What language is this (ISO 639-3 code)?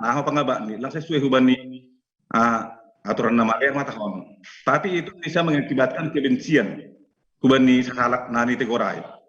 bts